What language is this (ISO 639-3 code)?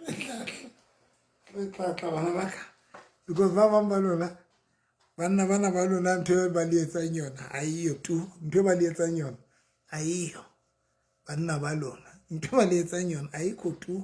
sot